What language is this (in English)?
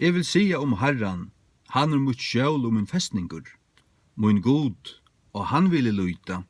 Faroese